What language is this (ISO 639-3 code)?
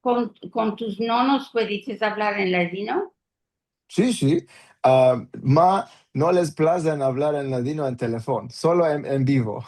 lad